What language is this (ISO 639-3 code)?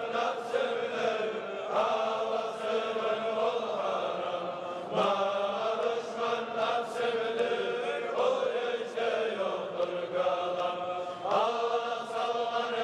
kum